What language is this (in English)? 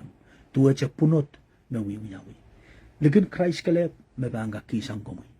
Pohnpeian